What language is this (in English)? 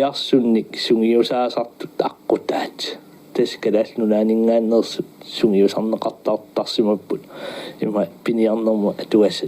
Kalaallisut